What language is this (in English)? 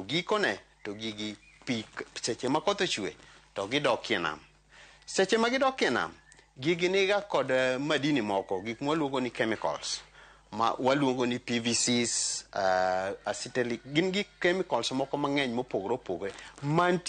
Luo (Kenya and Tanzania)